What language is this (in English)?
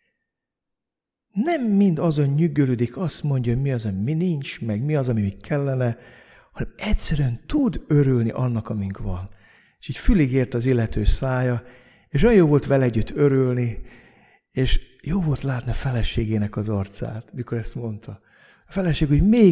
Hungarian